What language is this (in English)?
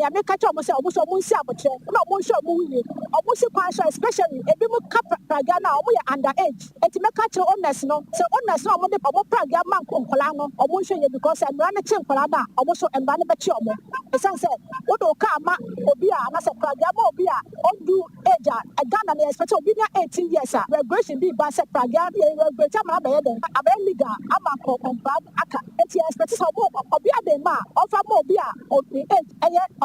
Akan